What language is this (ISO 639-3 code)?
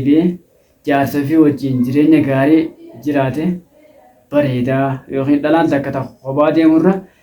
orm